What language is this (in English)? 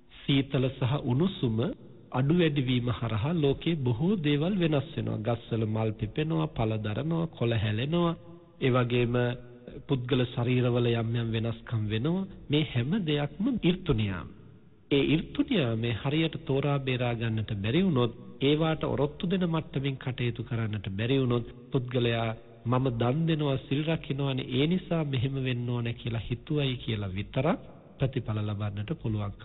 Sinhala